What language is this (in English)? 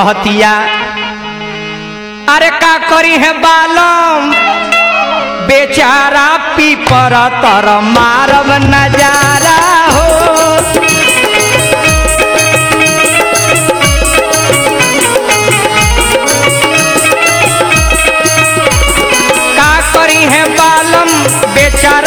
Bhojpuri